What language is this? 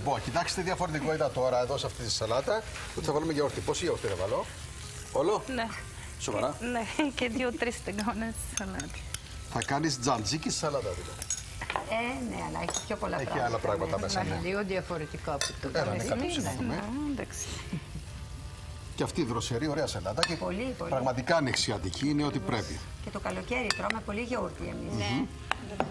Greek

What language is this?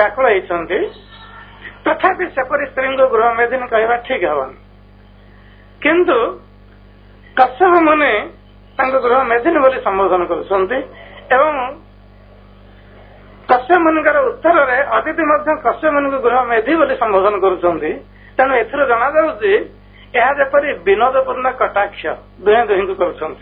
Odia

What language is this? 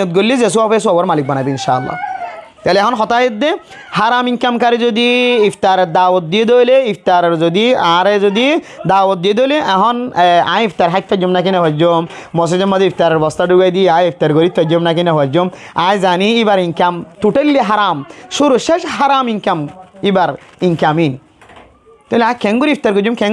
Rohingya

